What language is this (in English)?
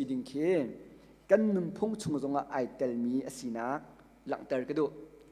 Hakha Chin